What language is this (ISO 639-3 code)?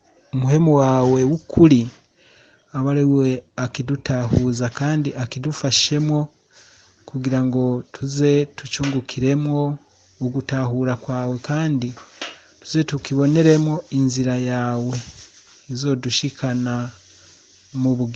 run